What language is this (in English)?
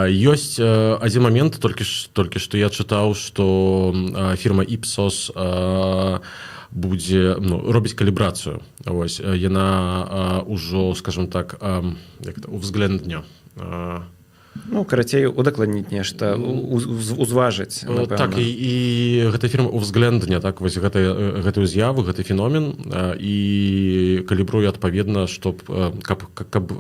Belarusian